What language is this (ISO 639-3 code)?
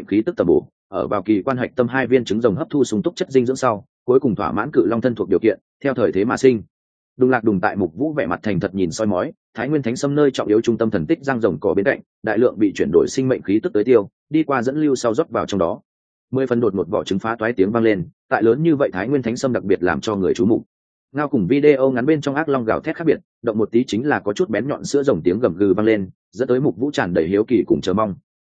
vie